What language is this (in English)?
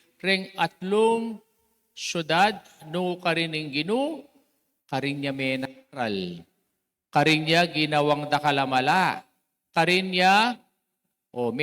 Pampanga